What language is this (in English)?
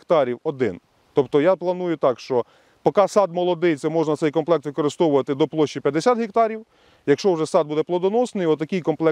Ukrainian